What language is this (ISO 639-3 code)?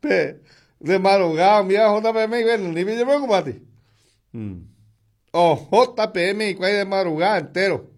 grn